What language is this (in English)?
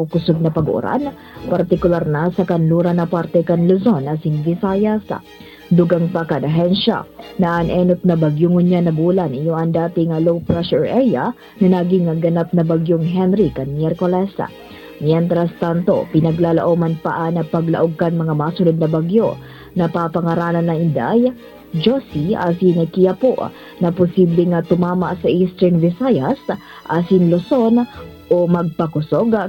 Bikol